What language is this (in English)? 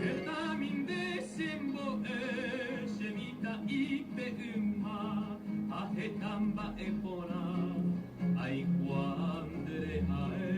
Guarani